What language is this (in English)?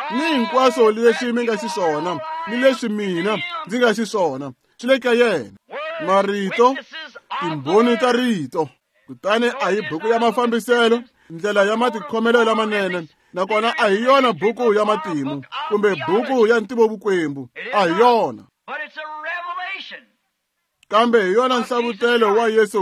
Tsonga